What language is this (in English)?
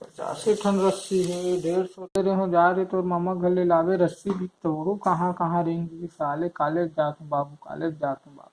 Chhattisgarhi